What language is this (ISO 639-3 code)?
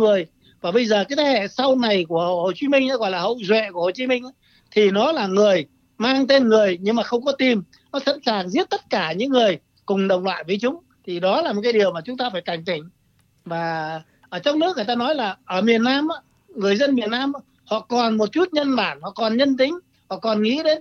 vie